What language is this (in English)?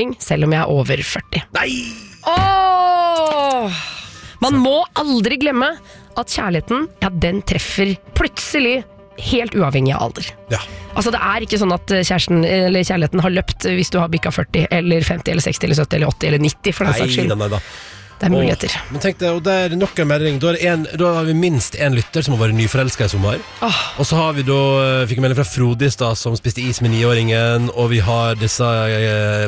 Norwegian